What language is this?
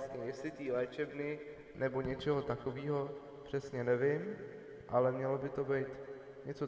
Czech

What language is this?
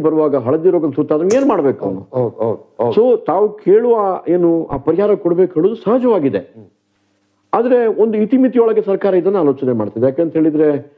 Kannada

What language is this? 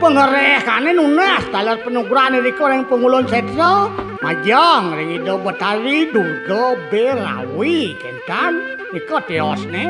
Balinese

